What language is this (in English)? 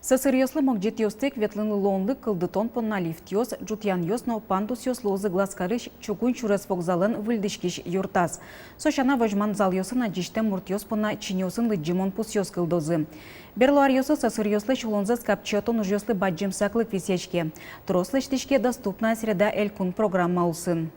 Udmurt